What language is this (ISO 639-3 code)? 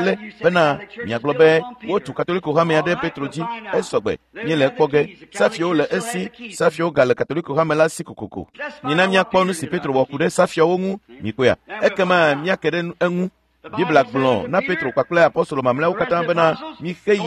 ewe